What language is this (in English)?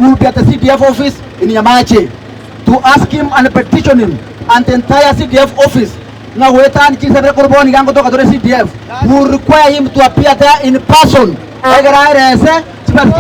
Gusii